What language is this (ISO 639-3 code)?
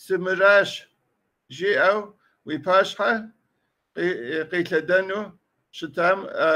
kbd